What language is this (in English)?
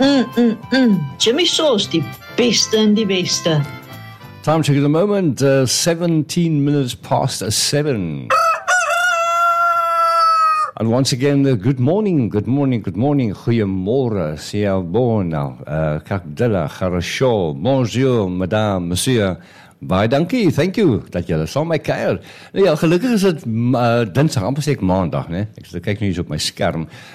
Afrikaans